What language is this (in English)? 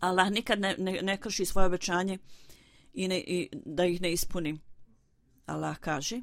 Bosnian